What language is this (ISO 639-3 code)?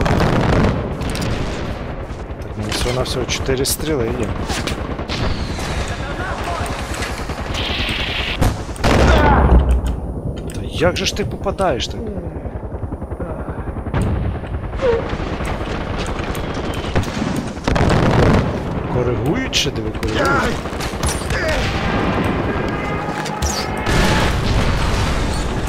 ukr